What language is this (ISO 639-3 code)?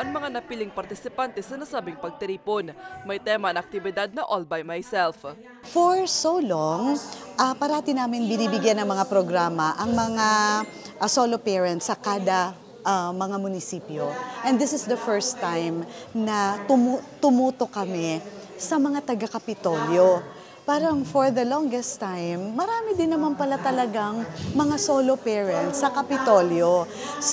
bik